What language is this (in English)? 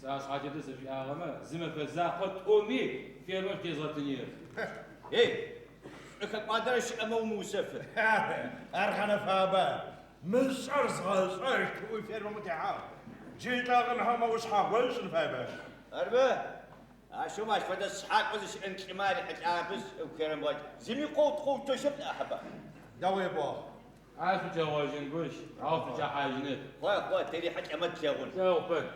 Adyghe